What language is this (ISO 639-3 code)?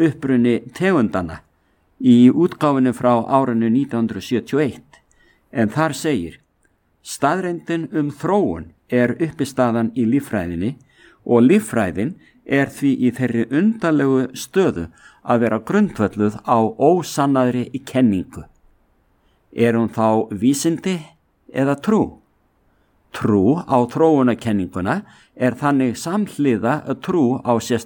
isl